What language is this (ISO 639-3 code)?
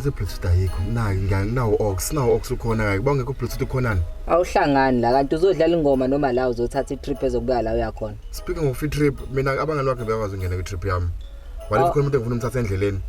zul